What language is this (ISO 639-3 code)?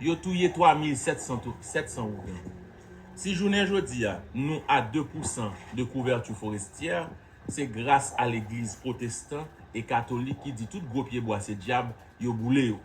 hat